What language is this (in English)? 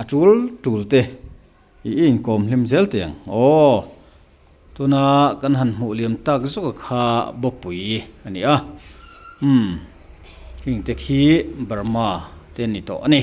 Mizo